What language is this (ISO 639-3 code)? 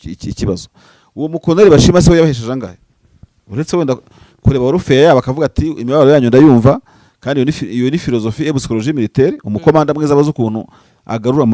run